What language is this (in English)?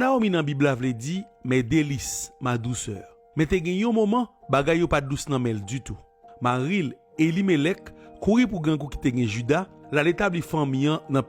Haitian Creole